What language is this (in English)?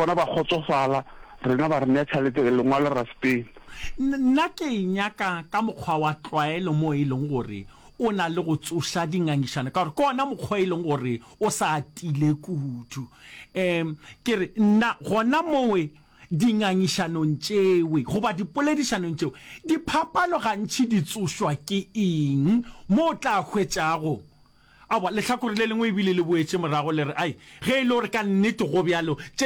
Northern Sotho